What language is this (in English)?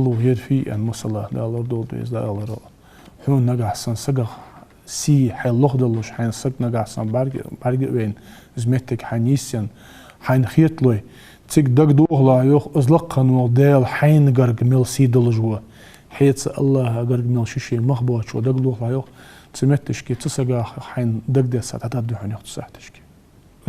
Ingush